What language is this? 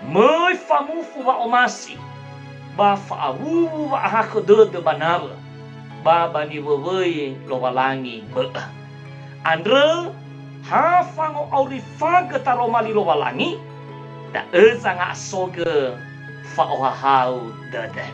Nias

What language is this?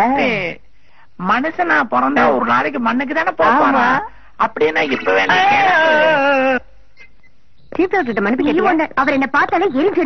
Tamil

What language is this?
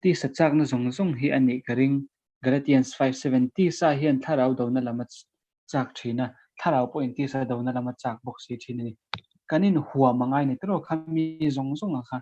Mizo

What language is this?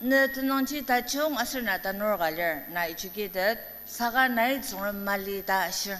Ao Naga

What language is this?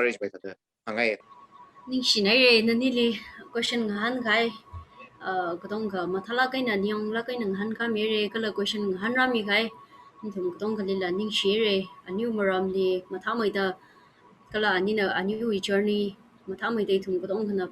Tangkhul Naga (India)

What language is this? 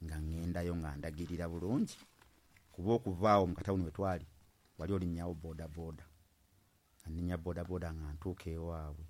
Ganda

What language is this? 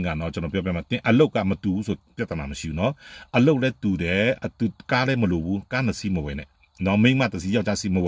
Burmese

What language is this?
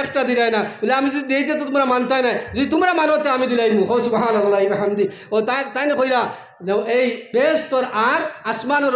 Sylheti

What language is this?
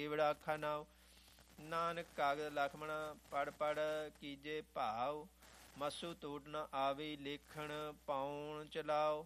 Punjabi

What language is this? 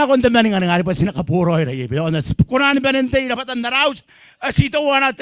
Gilbertese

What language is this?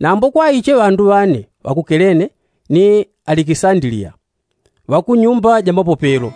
Yao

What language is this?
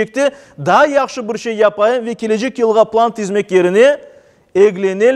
Crimean Tatar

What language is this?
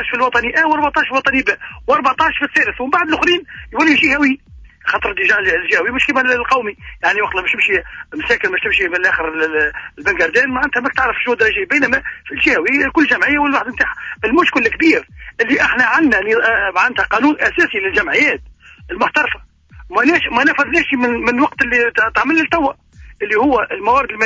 Tunisian Arabic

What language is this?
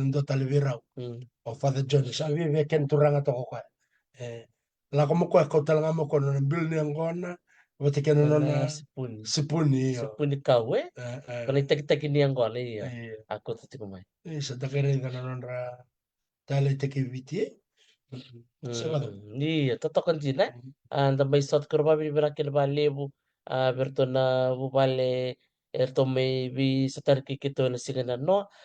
Fijian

